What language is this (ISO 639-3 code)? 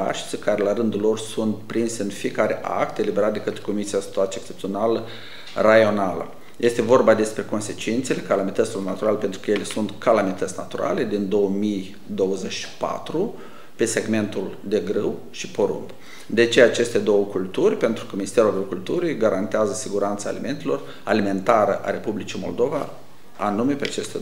ron